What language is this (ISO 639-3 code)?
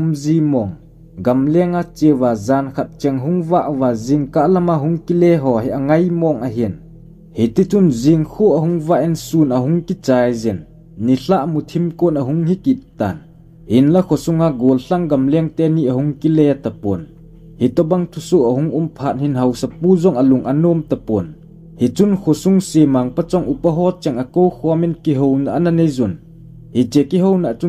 tcz